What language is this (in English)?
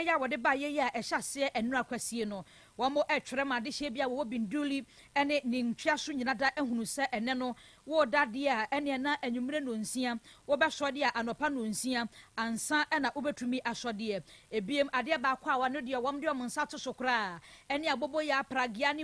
Akan